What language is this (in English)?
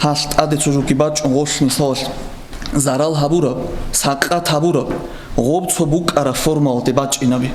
Avaric